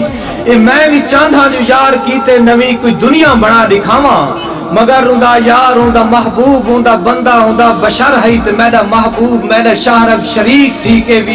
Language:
Saraiki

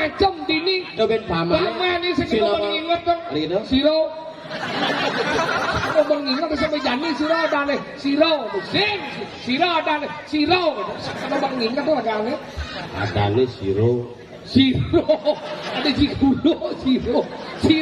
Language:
Balinese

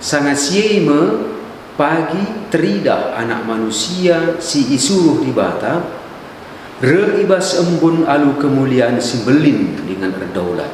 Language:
Batak Karo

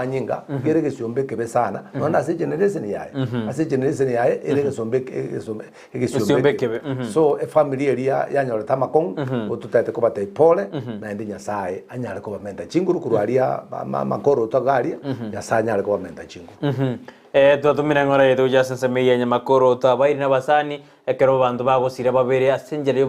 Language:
Gusii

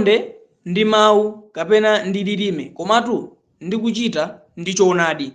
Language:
Nyanja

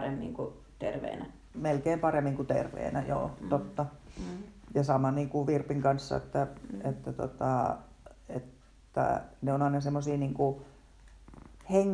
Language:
Finnish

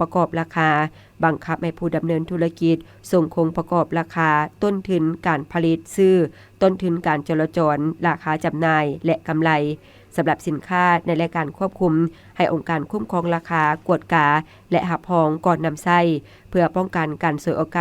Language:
Lao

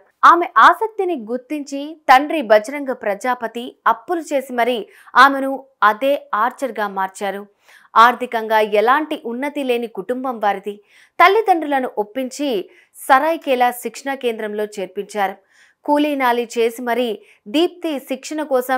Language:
Telugu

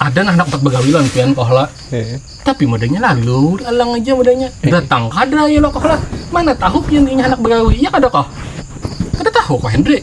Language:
Banjar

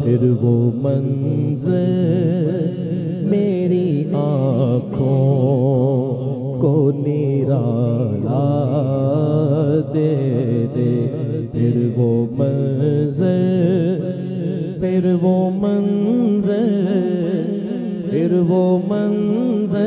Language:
Urdu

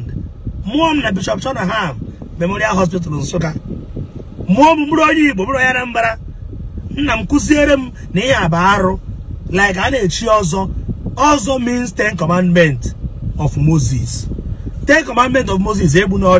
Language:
Igbo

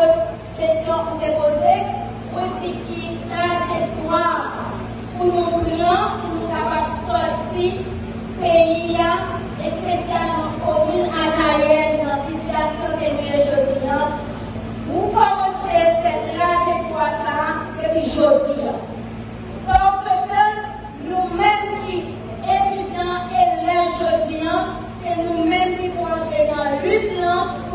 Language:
Haitian Creole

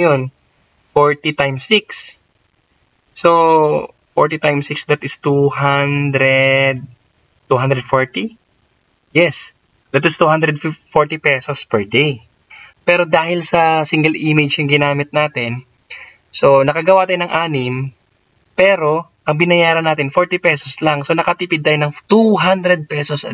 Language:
Filipino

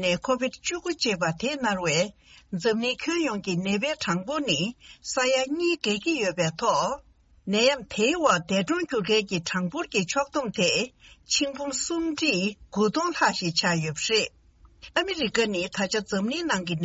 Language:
Tibetan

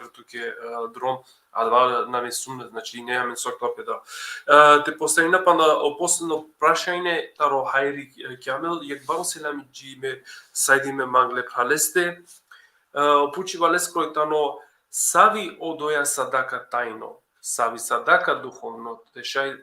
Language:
Balkan Romani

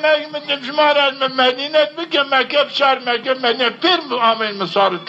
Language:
Zaza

